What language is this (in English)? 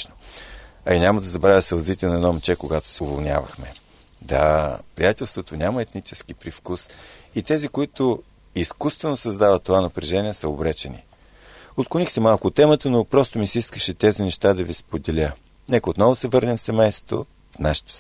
Bulgarian